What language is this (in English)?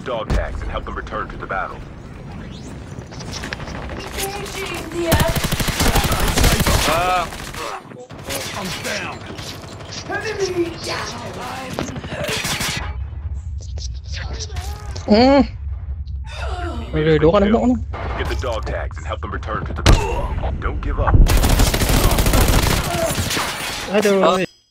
Malay